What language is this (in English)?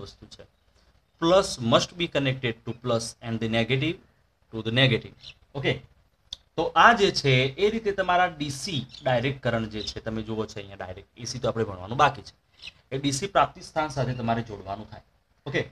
Gujarati